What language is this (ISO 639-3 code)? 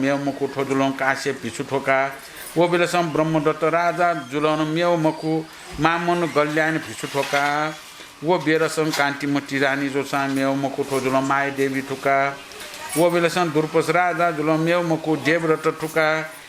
new